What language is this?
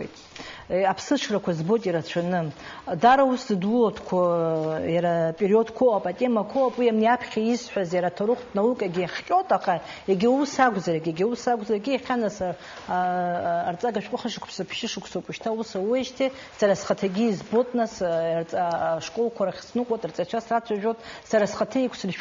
Abkhazian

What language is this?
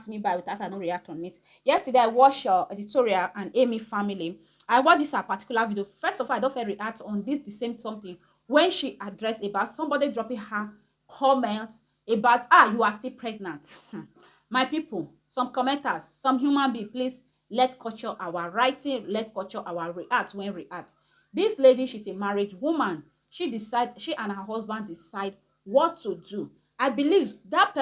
Nigerian Pidgin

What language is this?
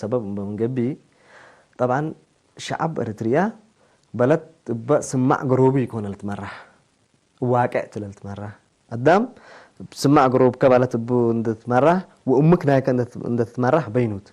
Tigre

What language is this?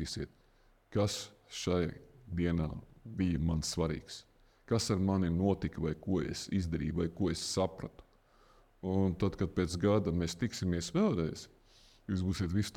Latvian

